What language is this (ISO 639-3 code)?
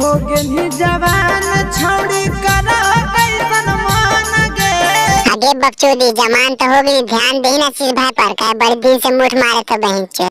mag